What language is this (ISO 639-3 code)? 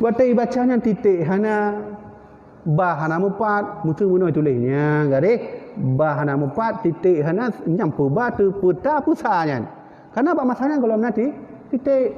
ace